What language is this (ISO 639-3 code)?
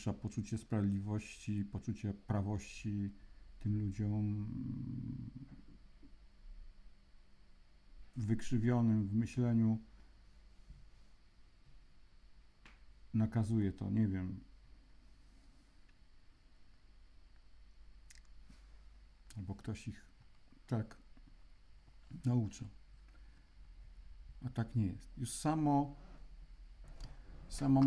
pol